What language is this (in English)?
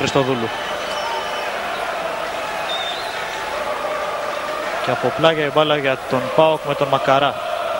Greek